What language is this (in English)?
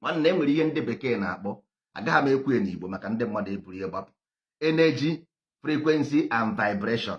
Igbo